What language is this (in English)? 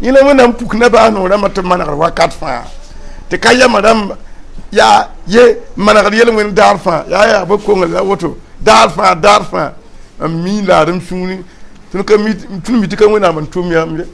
Mossi